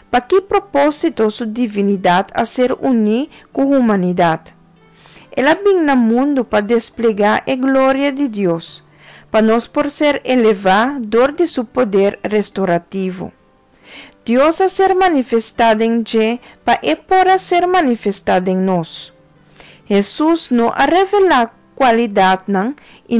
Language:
Papiamento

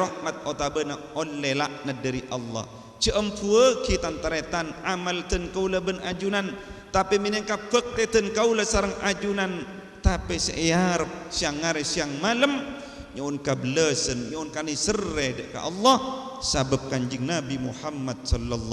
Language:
Madurese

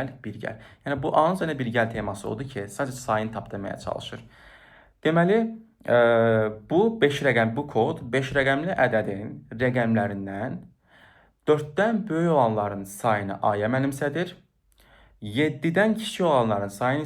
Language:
Azerbaijani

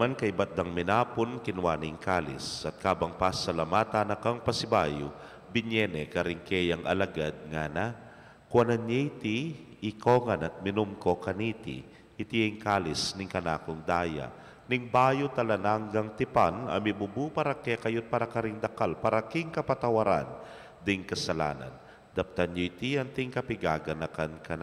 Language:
Pampanga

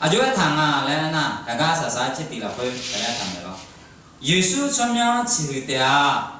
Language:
Akha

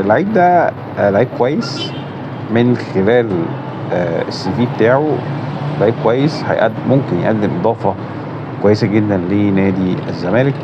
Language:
Egyptian Arabic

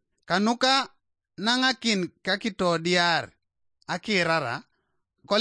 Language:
Teso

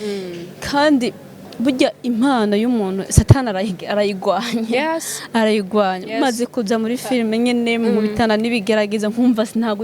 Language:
Rundi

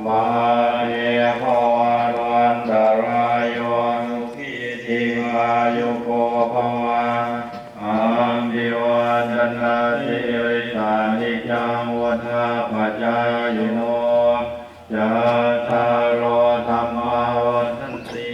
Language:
Pali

